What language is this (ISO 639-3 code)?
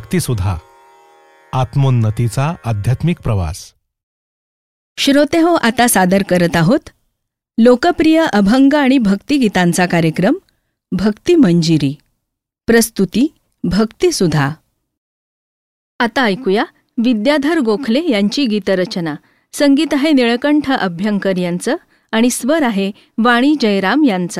mar